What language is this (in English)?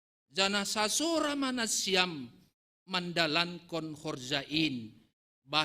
Batak Simalungun